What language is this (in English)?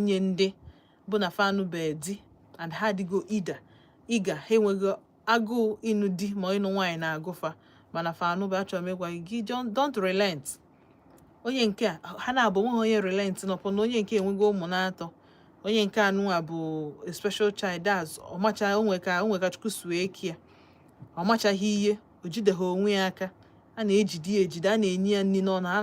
Igbo